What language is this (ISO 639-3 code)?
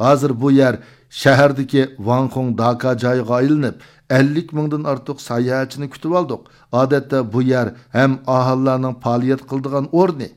uig